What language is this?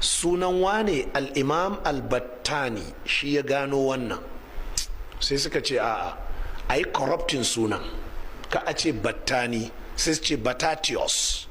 Hausa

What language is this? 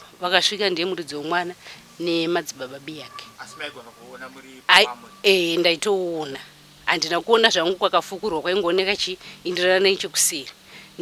Shona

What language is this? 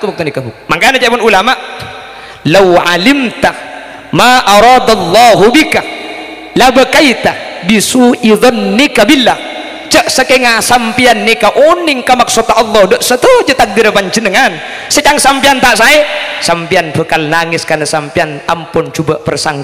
Madurese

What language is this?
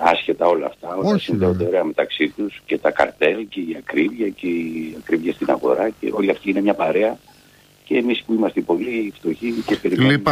Greek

